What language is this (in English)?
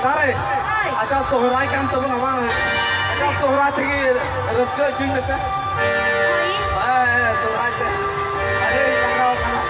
Santali